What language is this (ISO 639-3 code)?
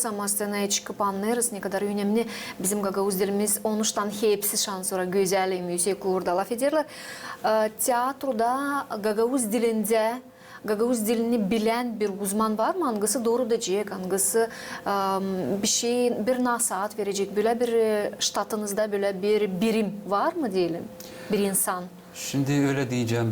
gag